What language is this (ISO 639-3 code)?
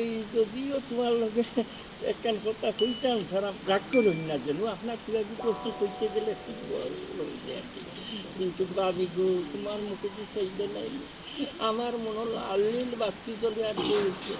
syl